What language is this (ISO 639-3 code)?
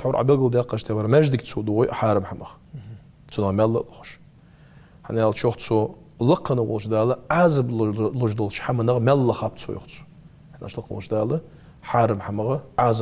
inh